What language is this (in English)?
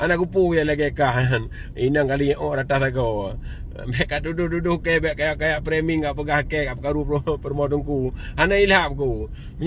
Achinese